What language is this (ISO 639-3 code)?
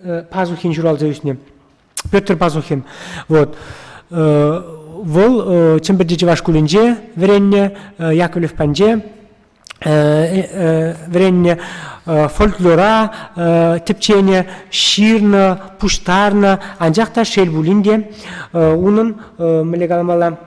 chv